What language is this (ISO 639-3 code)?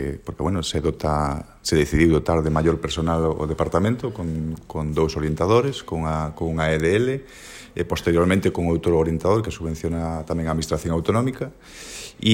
glg